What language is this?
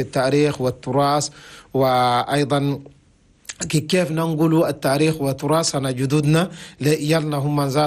Chadian Arabic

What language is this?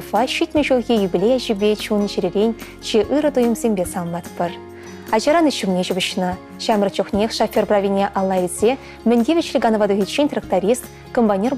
Chuvash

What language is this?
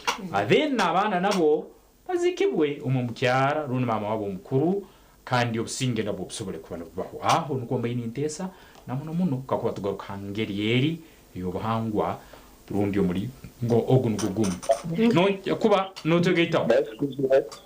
Nyankole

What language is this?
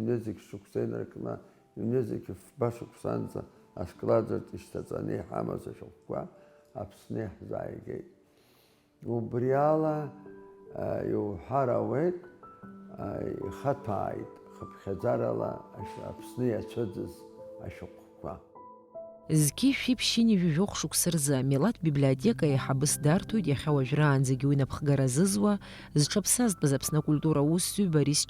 Abkhazian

